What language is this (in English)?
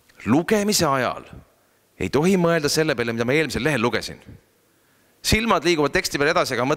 Estonian